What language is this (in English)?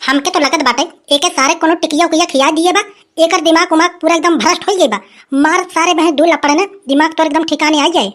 Awadhi